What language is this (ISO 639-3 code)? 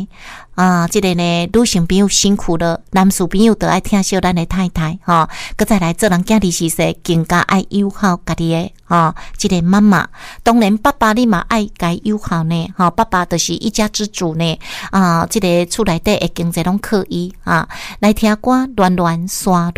nan